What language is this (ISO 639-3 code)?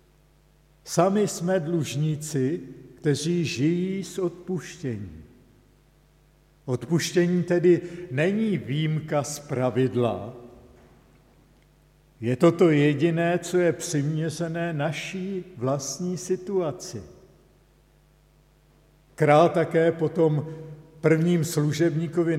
ces